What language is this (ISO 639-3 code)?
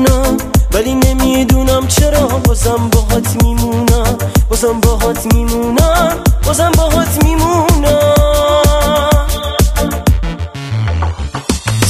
fas